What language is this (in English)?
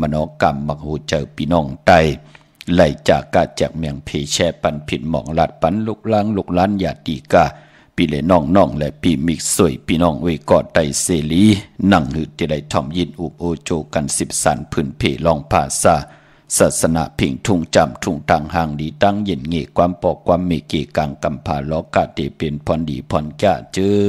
Shan